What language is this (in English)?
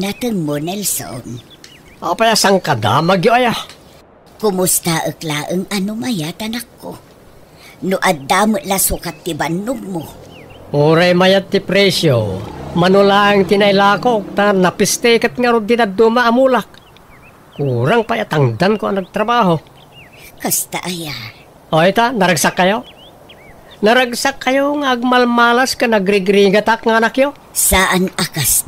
Iloko